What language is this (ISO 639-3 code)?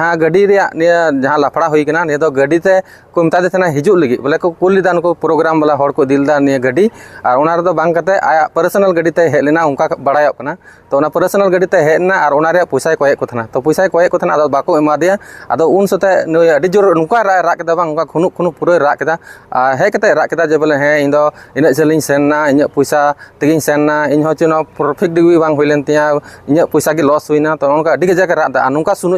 sat